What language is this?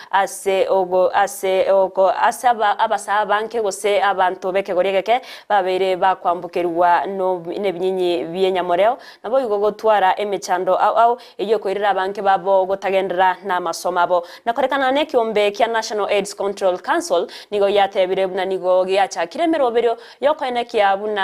Gusii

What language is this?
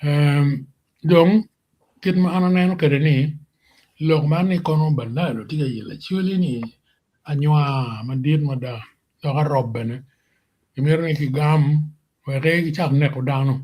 Acoli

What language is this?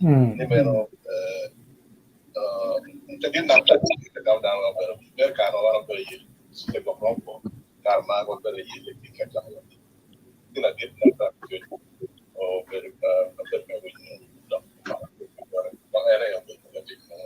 Acoli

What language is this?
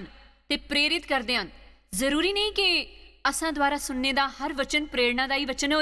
Dogri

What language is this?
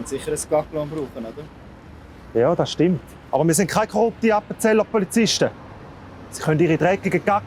Swiss German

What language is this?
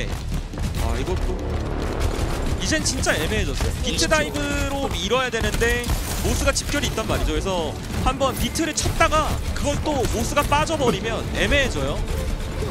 Korean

